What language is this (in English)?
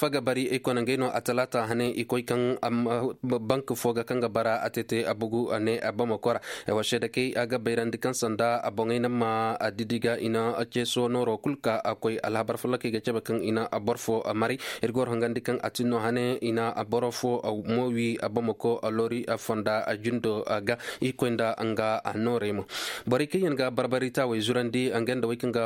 Koyraboro Senni